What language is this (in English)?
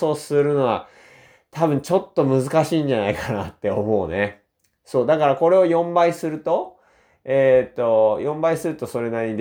Japanese